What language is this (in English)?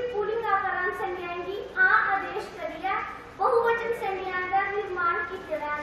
Dogri